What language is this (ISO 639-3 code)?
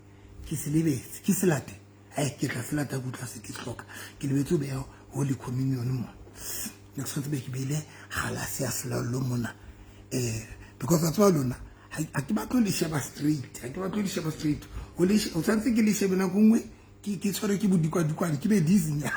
sot